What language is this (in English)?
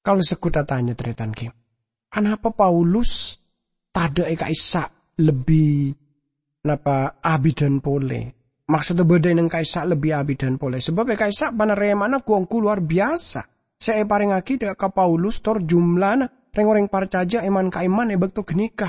Madurese